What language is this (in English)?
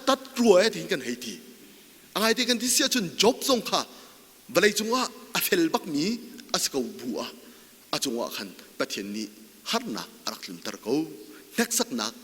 Hakha Chin